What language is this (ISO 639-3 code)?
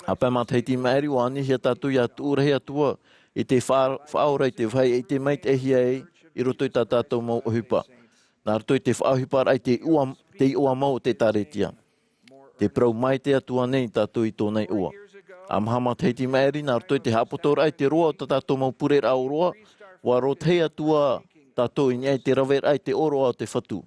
tah